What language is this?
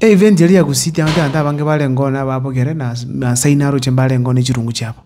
Gusii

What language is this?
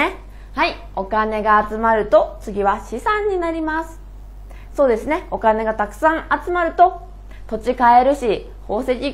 Japanese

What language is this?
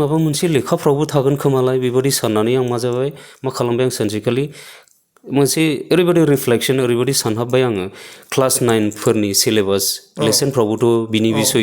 Bodo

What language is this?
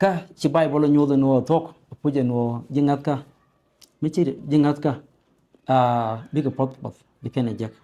Nuer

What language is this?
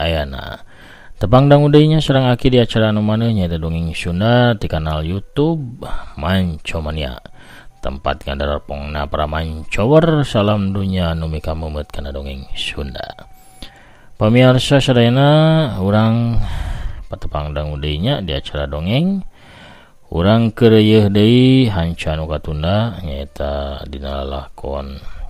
Sundanese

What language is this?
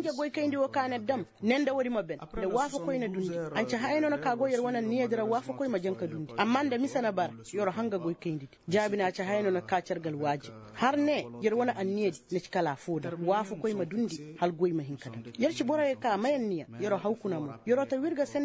Koyraboro Senni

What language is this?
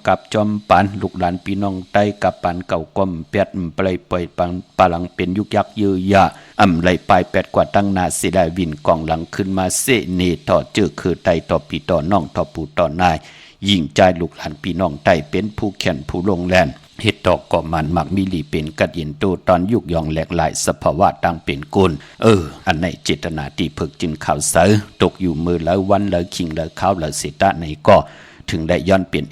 Shan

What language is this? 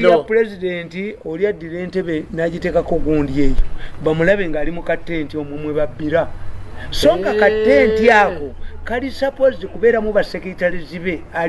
Ganda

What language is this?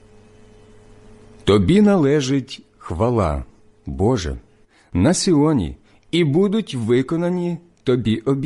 Ukrainian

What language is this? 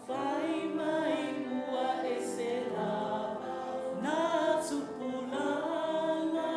Samoan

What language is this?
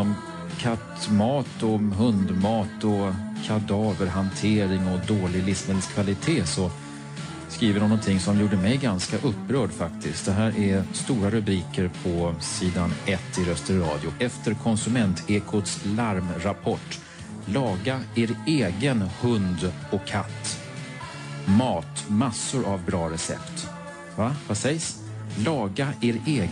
Swedish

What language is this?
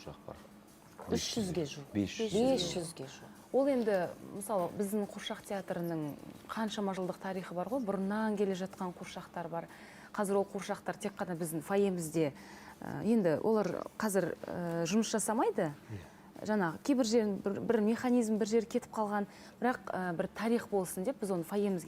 Kazakh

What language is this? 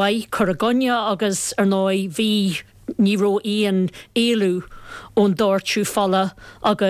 Irish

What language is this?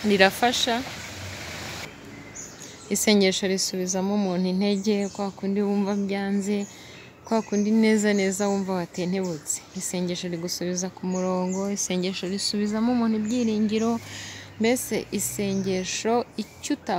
Kinyarwanda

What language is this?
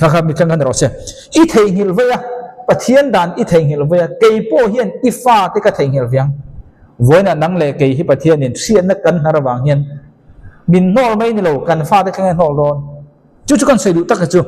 Mizo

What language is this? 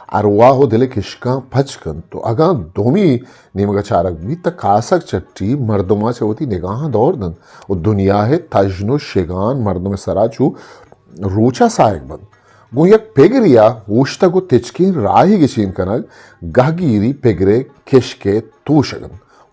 Eastern Balochi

